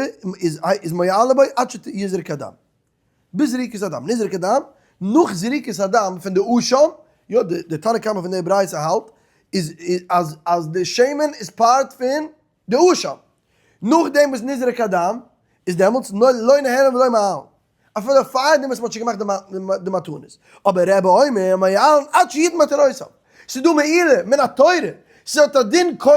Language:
Yiddish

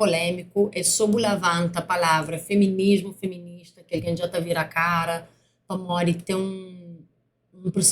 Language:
Kabuverdianu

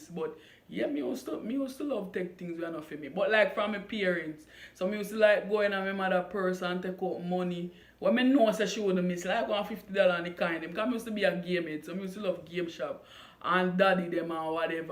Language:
Jamaican Creole English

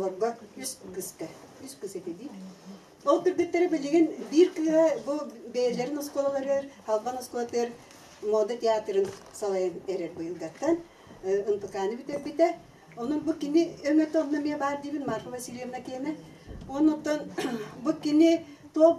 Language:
Yakut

